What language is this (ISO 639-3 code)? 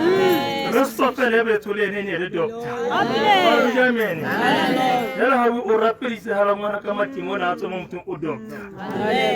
tsn